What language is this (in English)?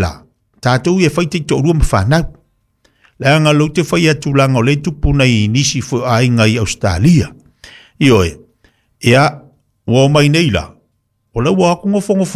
Samoan